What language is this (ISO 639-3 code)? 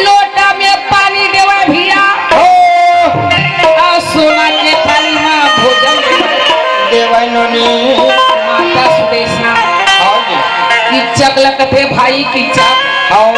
hne